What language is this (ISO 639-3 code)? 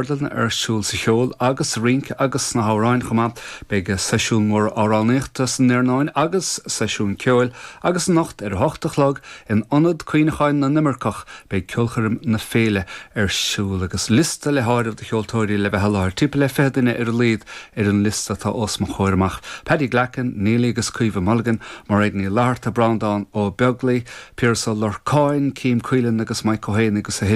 gle